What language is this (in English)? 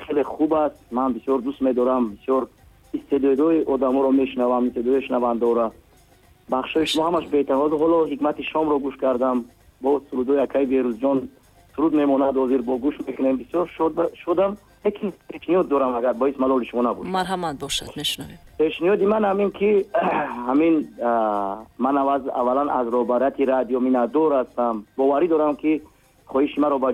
Tajik